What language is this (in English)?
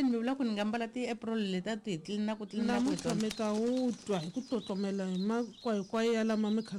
Tsonga